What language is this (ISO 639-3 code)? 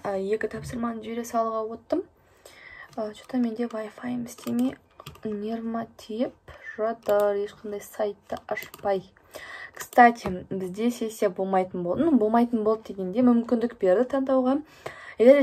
kaz